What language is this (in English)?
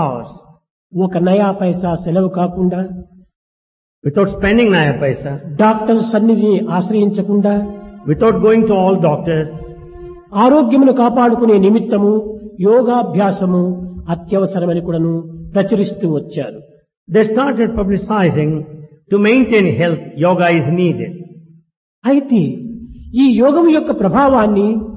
Telugu